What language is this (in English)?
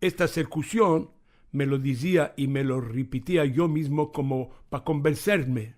Ladino